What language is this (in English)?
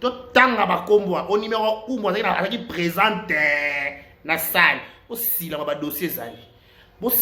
Lingala